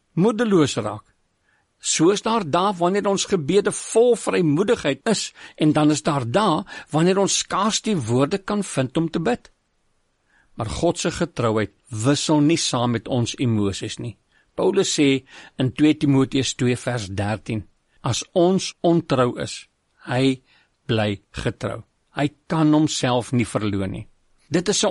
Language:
Afrikaans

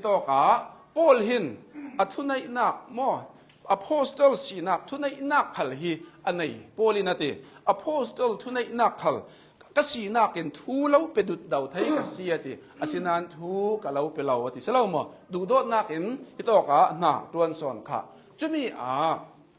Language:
Hakha Chin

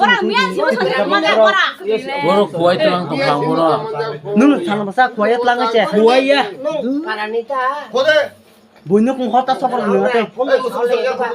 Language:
Kok Borok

